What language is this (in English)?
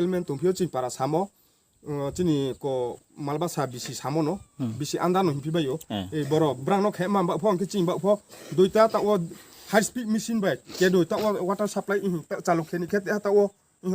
Riang (India)